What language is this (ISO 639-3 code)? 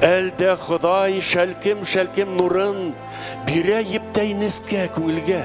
bak